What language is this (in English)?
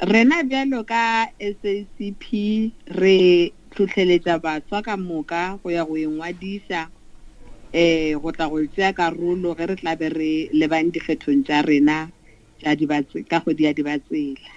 Northern Sotho